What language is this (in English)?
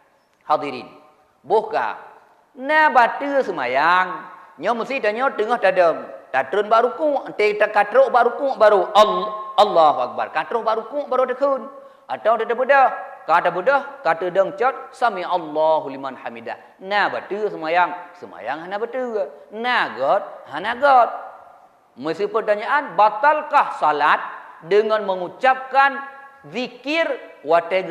Achinese